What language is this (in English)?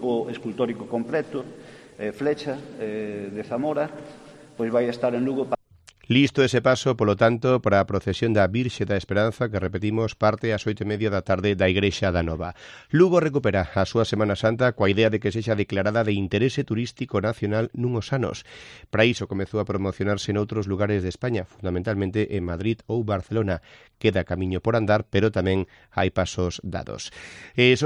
Galician